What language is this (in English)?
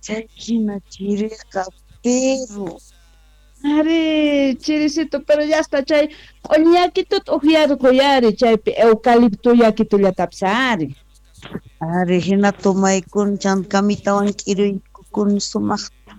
South Bolivian Quechua